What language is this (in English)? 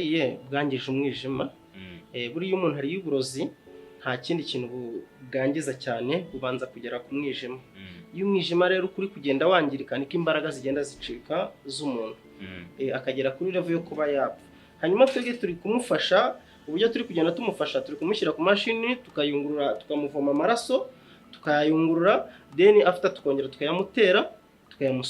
Kinyarwanda